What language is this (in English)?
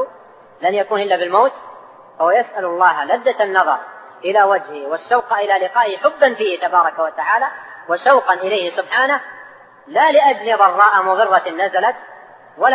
Arabic